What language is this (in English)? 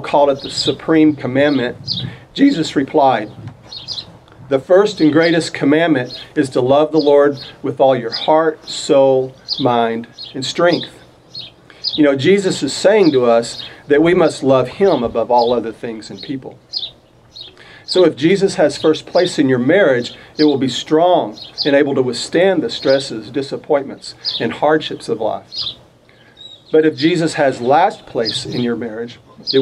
English